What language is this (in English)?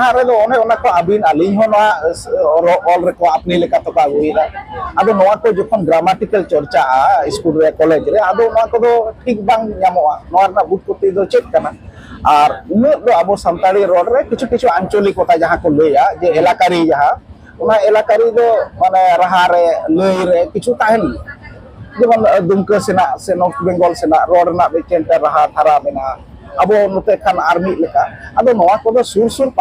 Santali